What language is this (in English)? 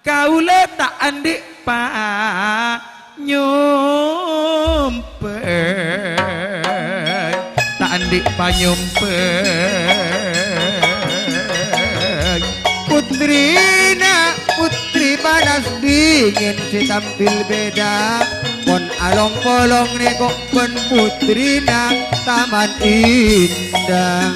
Madurese